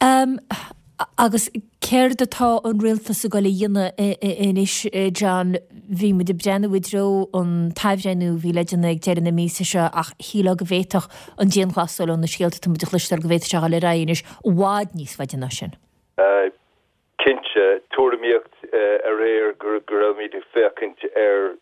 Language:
Irish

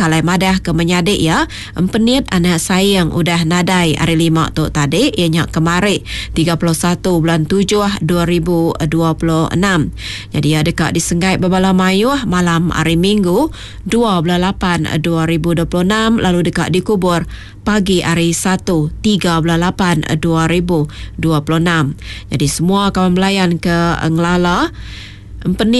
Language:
Iban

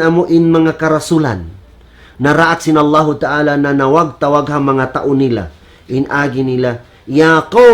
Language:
Tausug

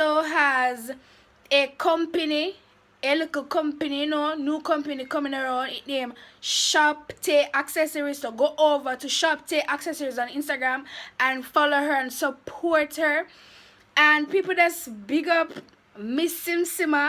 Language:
Jamaican Creole English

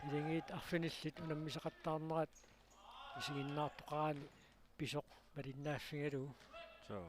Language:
Kalaallisut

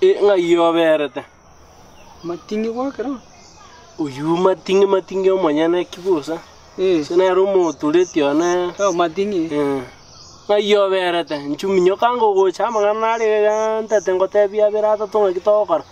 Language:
Gusii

